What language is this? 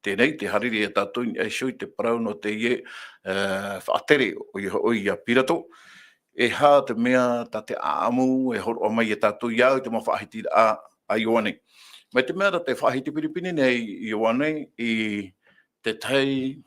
Tahitian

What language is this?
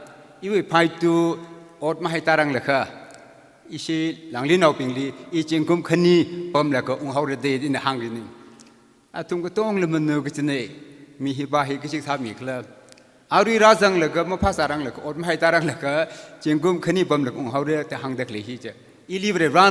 Tangkhul Naga (India)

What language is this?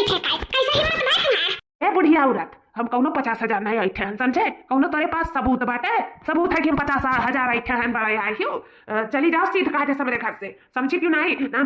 Awadhi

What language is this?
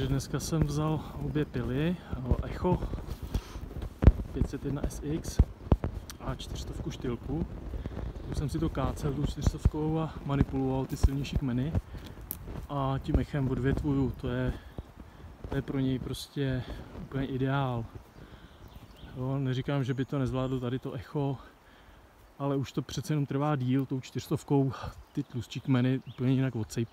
Czech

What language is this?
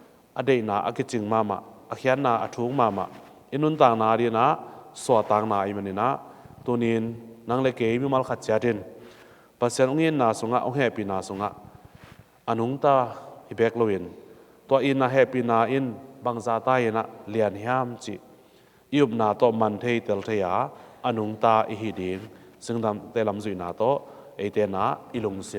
Tedim Chin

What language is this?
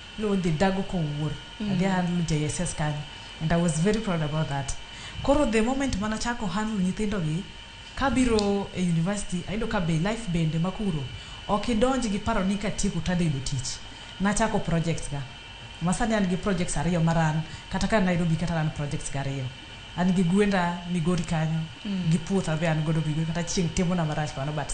Luo (Kenya and Tanzania)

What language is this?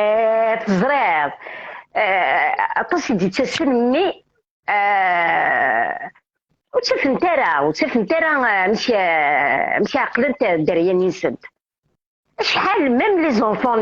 Kabyle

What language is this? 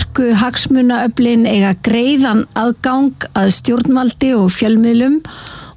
Icelandic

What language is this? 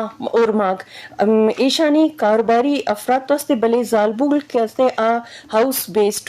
Eastern Balochi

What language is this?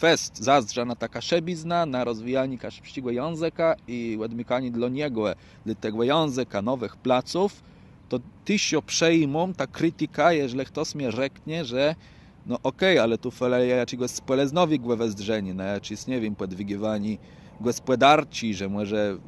Kashubian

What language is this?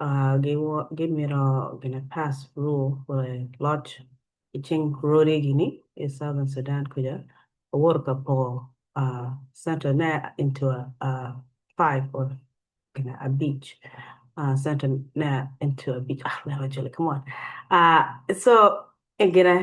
Acoli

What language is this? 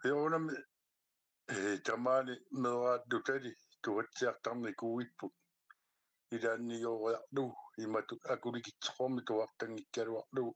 Kalaallisut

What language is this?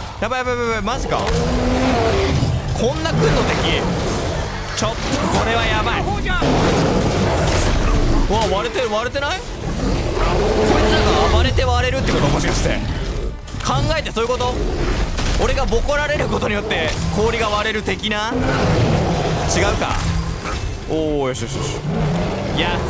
Japanese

